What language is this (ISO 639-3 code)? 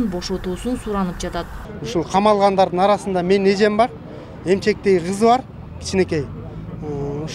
kir